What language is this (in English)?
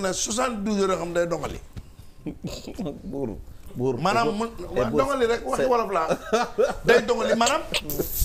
Wolof